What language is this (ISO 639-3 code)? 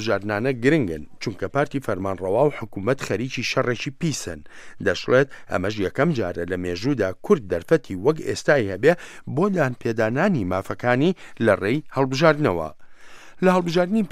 ckb